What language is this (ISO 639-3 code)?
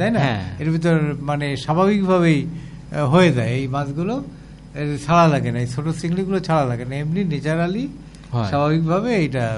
ben